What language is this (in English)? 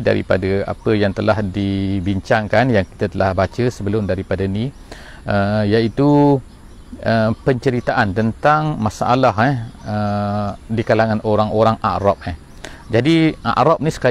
Malay